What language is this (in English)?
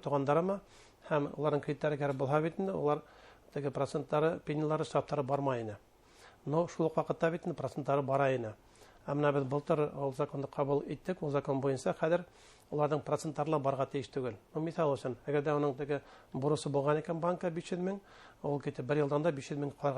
Bashkir